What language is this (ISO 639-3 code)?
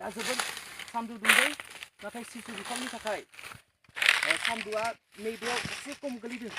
brx